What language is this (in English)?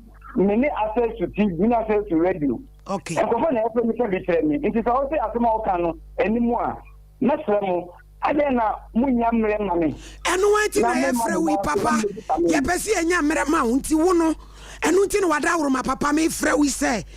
Akan